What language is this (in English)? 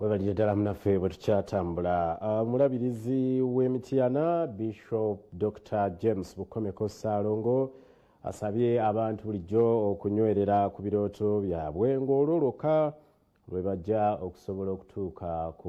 Ganda